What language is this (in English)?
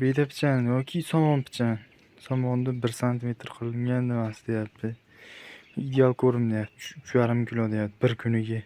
Uzbek